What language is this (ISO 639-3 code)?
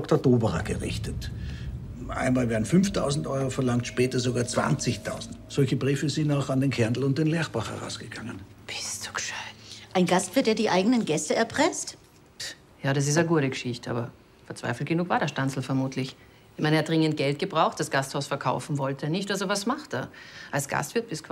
deu